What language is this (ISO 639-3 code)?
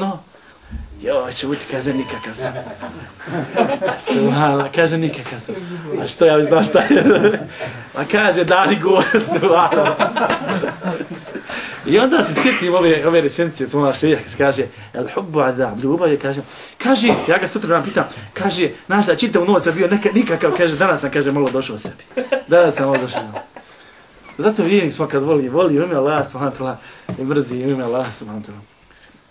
bos